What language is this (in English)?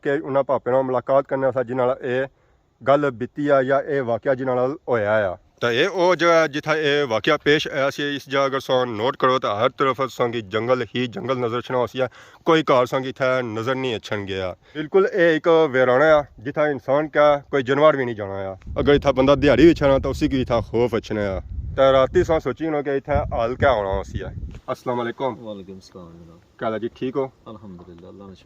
Pahari-Potwari